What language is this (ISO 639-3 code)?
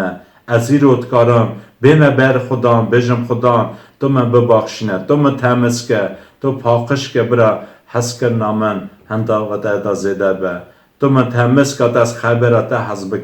kur